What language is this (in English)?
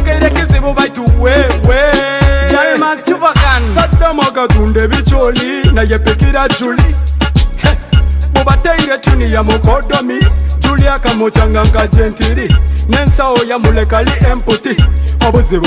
Nyoro